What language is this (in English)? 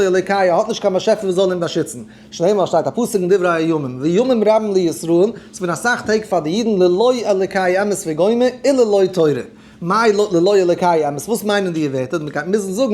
Yiddish